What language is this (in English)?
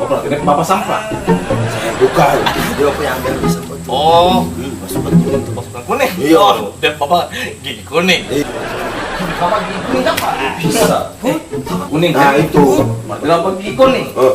Ambonese Malay